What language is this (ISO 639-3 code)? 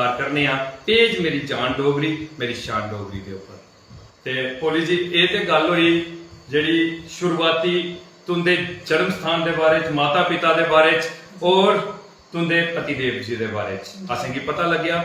doi